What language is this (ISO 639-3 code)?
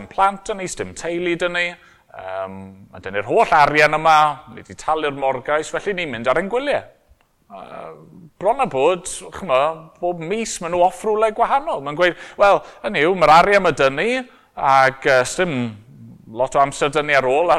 cym